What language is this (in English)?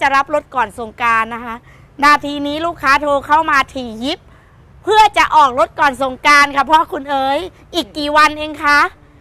Thai